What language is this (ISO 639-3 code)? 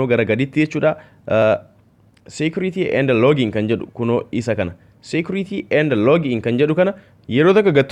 orm